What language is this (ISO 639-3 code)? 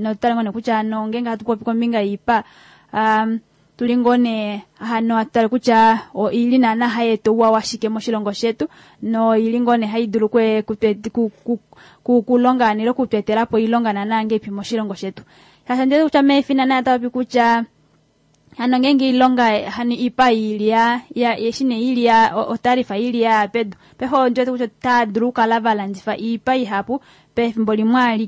kua